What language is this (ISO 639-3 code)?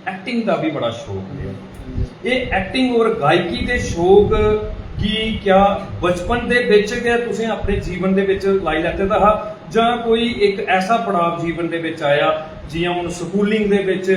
doi